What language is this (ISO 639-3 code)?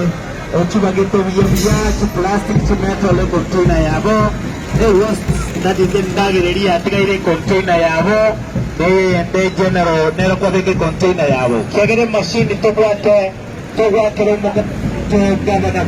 guz